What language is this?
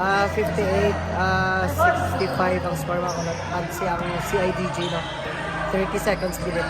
Hiligaynon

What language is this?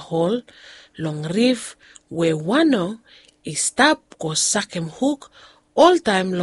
Bislama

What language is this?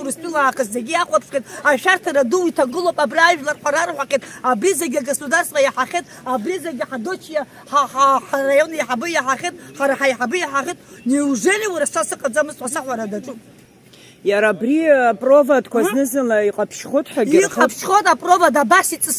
Abkhazian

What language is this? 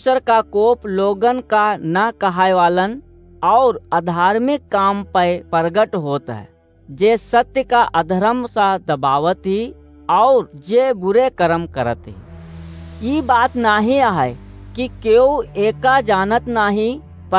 Awadhi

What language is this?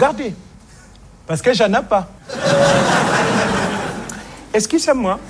French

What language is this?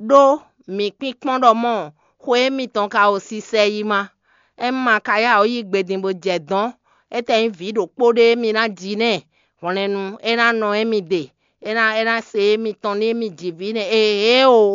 Fon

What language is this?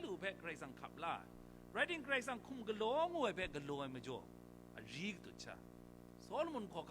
Kachin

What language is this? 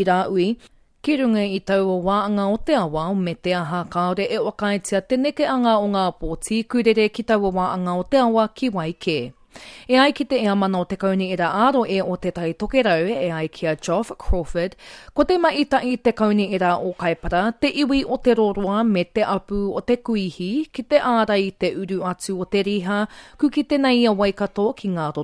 Māori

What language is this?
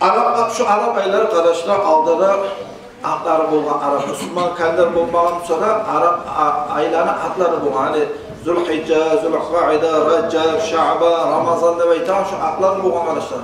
Kumyk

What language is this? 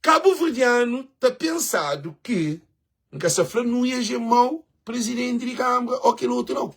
Kabuverdianu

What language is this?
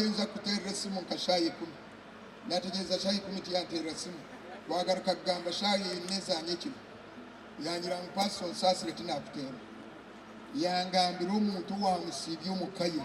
Nyankole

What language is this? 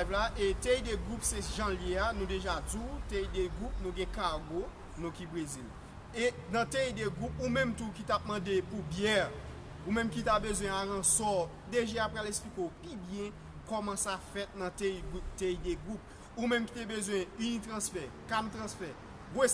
Haitian Creole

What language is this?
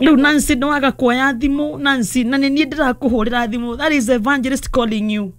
Kikuyu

